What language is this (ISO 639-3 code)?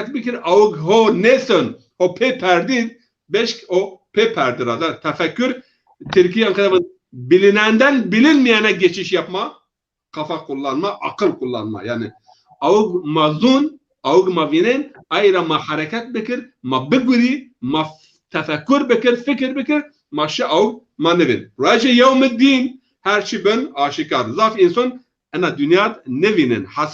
zza